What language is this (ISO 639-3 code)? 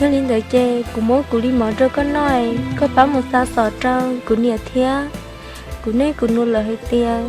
hmn